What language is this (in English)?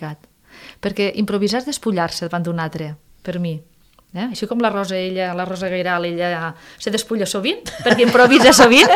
Catalan